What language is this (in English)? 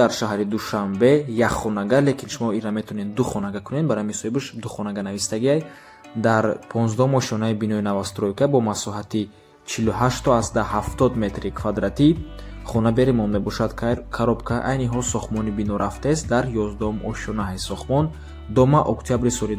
Tajik